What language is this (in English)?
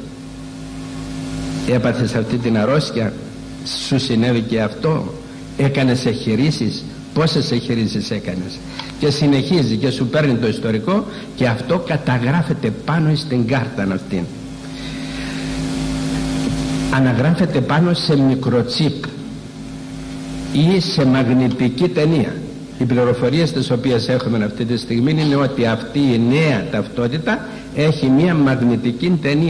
Greek